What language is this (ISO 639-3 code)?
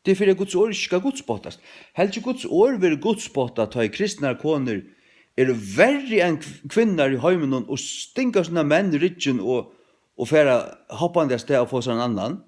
fao